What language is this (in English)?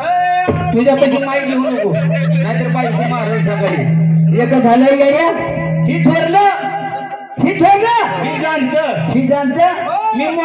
Marathi